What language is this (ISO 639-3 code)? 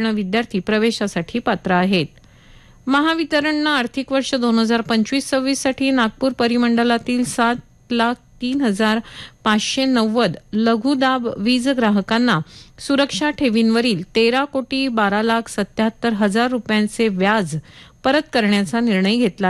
mar